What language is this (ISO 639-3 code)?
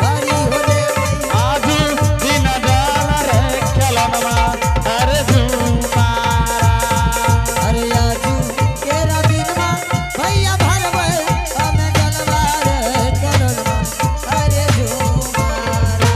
anp